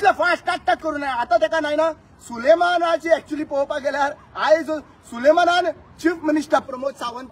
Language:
Konkani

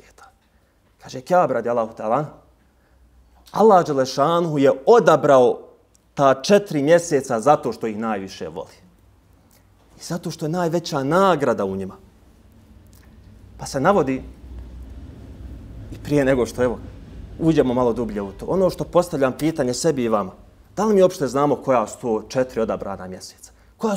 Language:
Bosnian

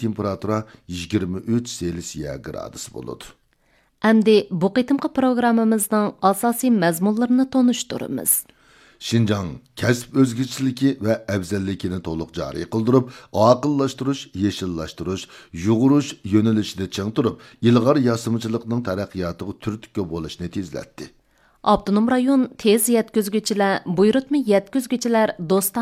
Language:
Uyghur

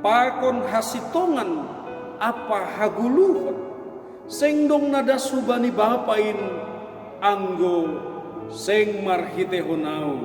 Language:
Batak Simalungun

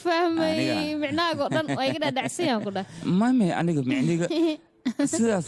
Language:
Somali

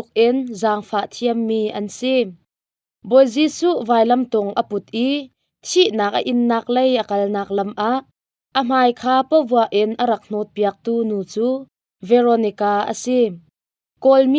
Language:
Hakha Chin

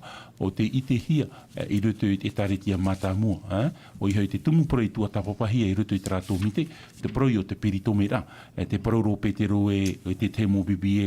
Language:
Tahitian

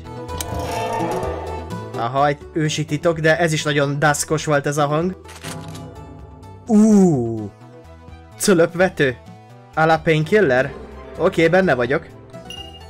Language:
Hungarian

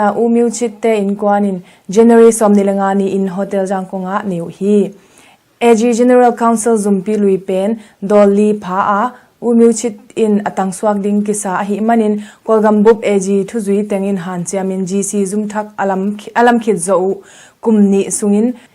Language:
Tedim Chin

